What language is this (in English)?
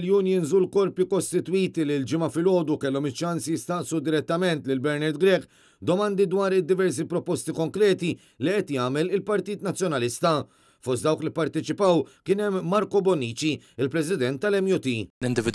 Maltese